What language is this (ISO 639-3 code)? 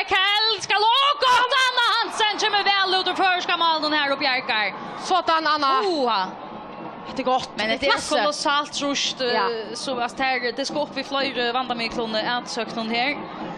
fao